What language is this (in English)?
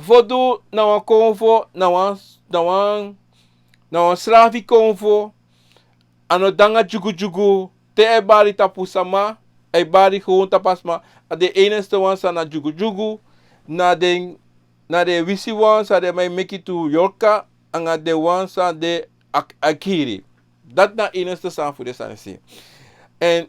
Sranan Tongo